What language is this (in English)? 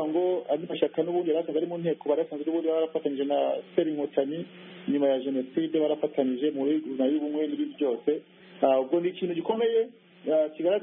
Kinyarwanda